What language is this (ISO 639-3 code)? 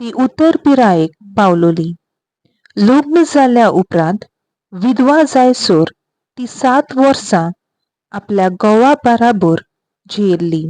kok